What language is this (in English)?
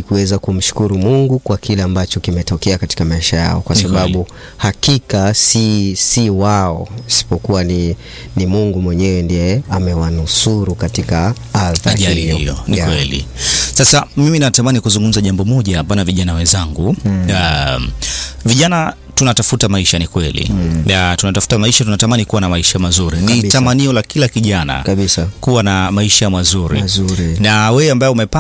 Swahili